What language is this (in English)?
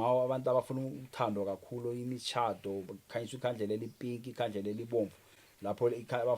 Zulu